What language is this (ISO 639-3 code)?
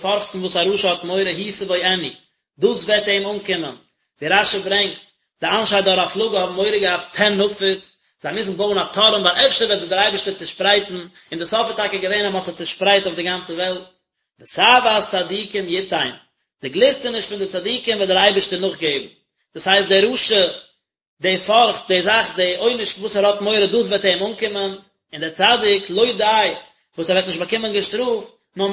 yid